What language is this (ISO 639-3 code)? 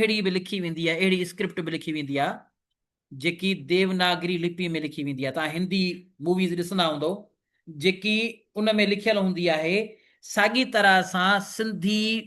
snd